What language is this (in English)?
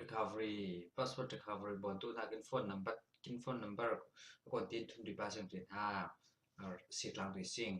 Falam Chin